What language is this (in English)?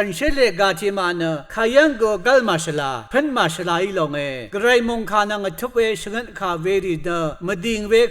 Rawang